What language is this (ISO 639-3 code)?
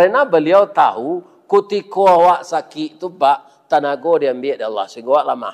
min